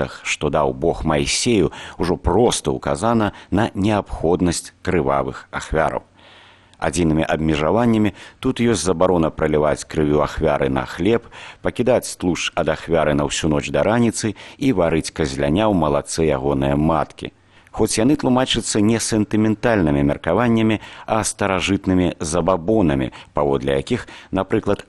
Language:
Belarusian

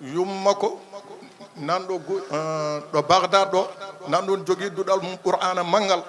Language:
Fula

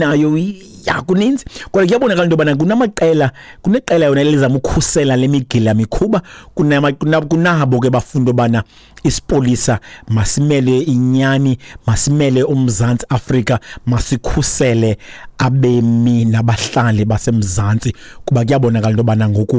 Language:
Xhosa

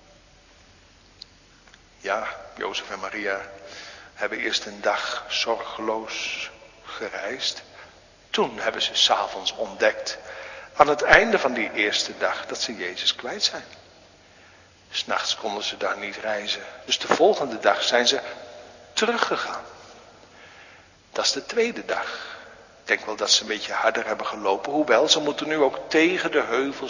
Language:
Dutch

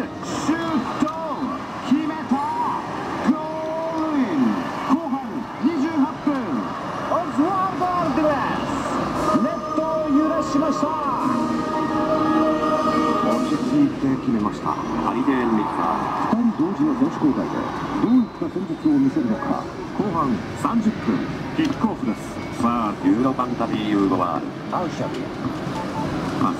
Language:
Japanese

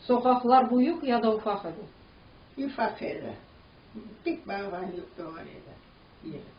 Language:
Crimean Tatar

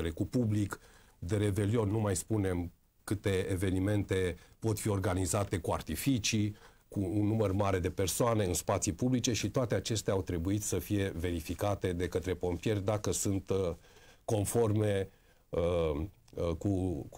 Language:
Romanian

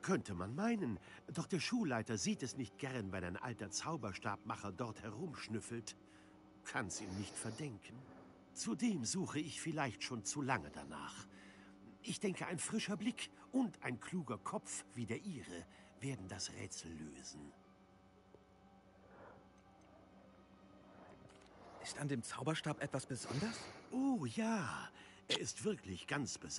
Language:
German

